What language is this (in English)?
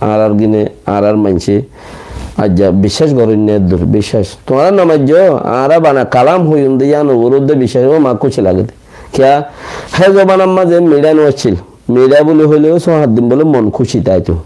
Rohingya